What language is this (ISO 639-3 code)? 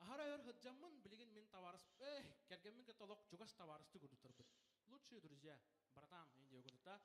sah